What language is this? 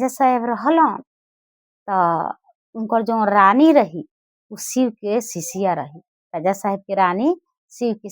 Bhojpuri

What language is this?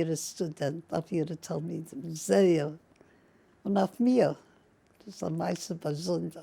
Yiddish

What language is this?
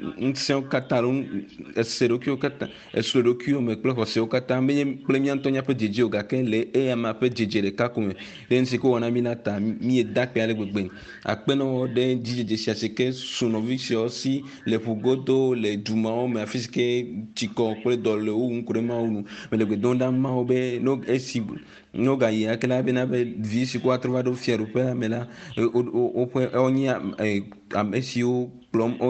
Ewe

